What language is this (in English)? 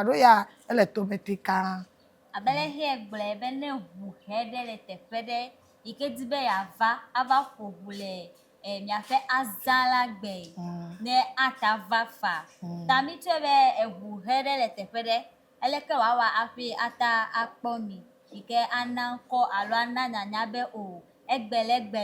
Ewe